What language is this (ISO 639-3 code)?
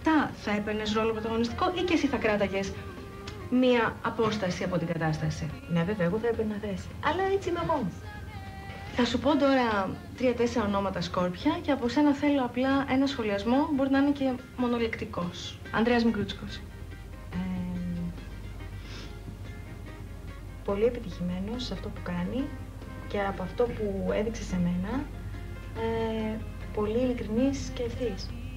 ell